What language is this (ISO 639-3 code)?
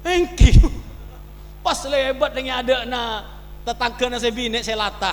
mad